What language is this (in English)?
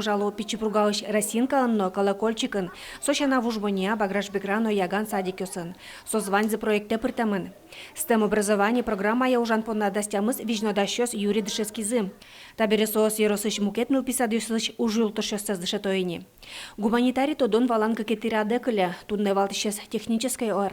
Udmurt